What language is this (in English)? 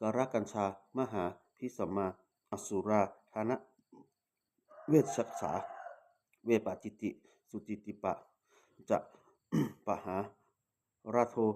Pali